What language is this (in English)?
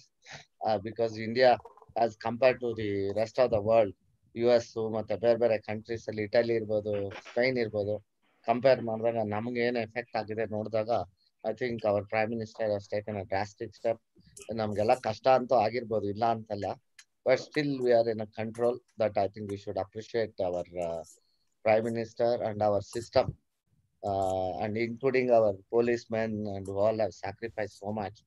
Kannada